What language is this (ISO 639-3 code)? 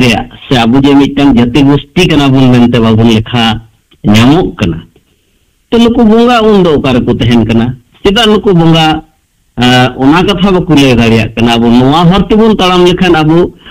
sat